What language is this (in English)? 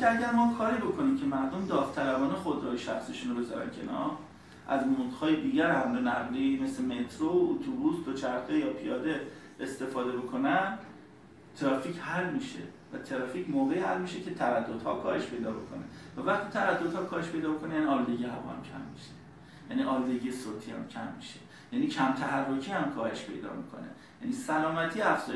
Persian